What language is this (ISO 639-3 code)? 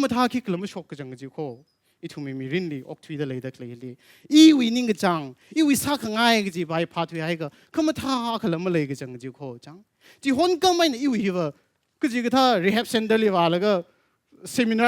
nmf